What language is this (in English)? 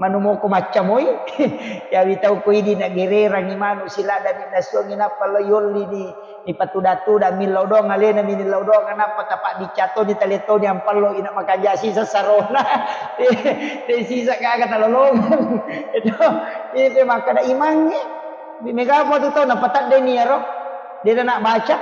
Buginese